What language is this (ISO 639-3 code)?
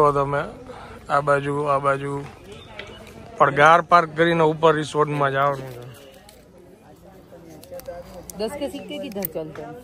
guj